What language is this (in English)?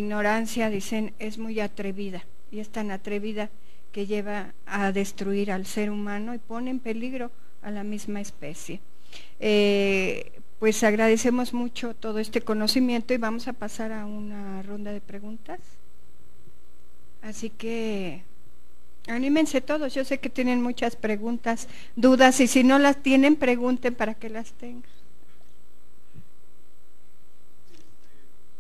Spanish